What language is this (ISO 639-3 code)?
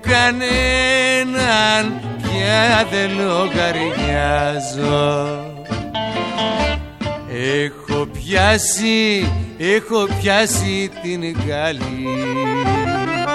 ell